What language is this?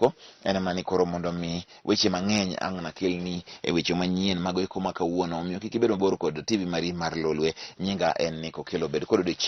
Luo (Kenya and Tanzania)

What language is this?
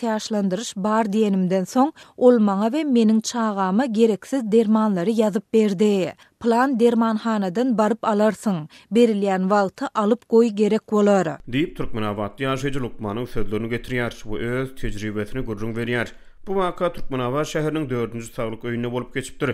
Turkmen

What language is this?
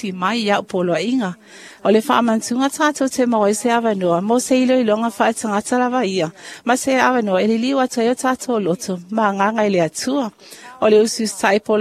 Samoan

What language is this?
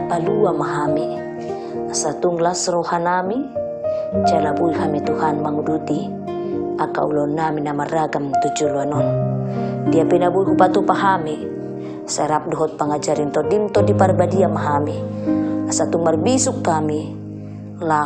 Batak Toba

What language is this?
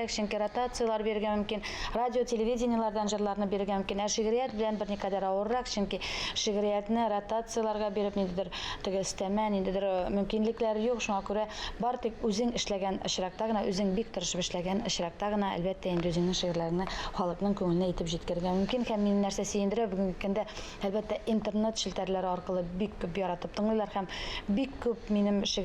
Tatar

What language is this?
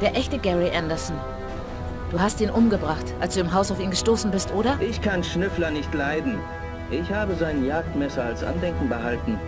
Bavarian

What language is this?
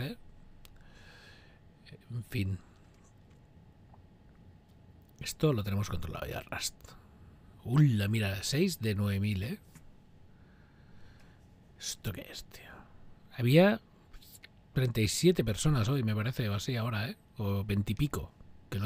Spanish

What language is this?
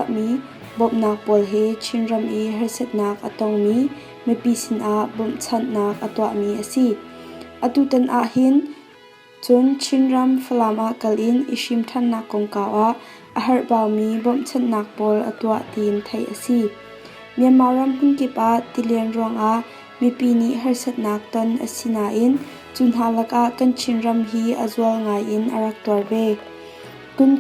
Hakha Chin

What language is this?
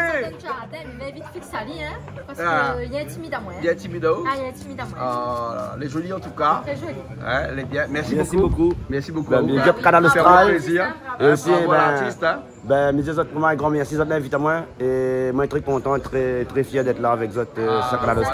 Réunion Creole French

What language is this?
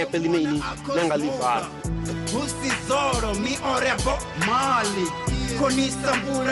Venda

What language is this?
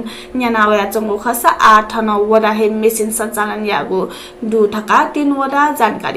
Newari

